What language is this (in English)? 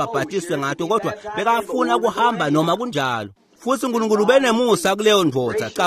Swati